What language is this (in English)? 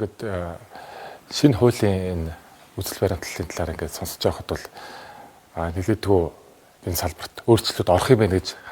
Mongolian